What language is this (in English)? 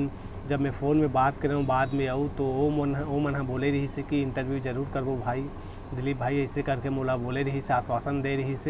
Chhattisgarhi